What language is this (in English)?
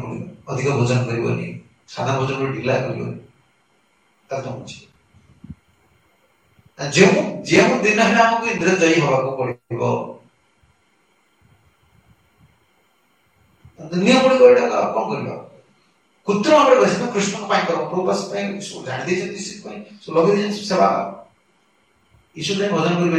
Odia